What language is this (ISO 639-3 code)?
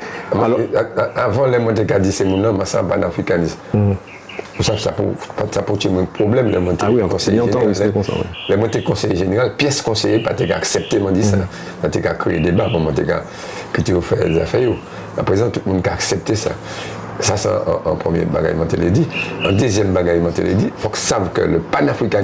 gcf